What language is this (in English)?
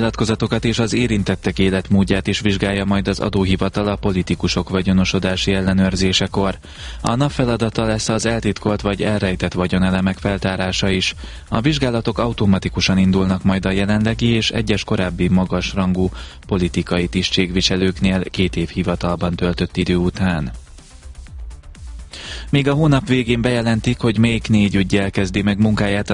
Hungarian